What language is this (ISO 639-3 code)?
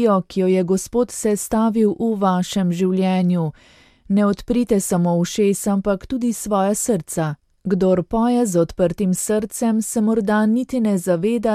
slv